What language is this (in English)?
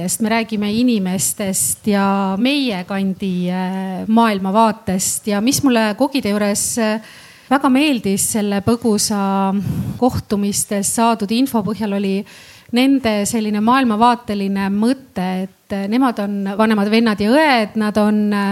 Estonian